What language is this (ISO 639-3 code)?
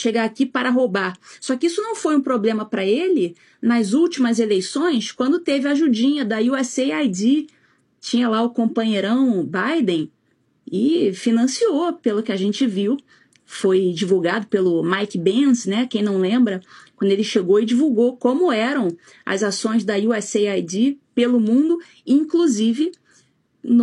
por